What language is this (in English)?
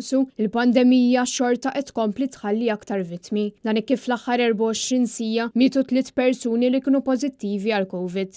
Maltese